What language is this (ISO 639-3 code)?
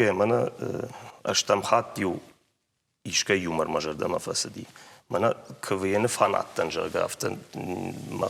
oss